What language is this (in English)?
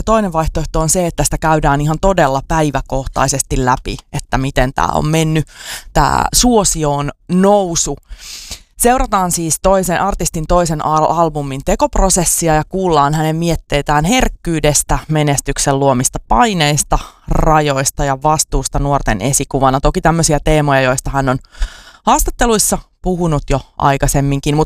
Finnish